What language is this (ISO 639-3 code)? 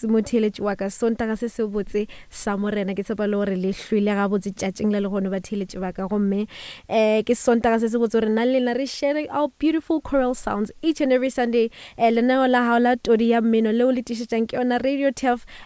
nso